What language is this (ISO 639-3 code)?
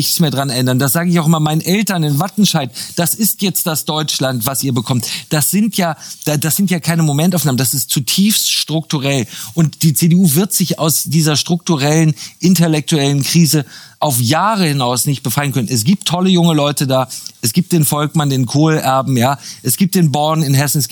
deu